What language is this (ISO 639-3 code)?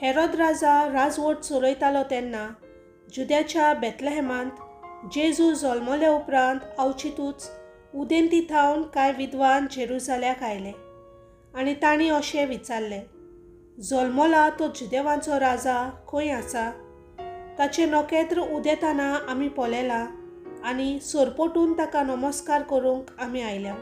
kok